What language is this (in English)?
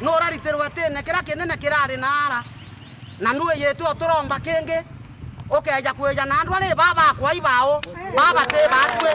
Meru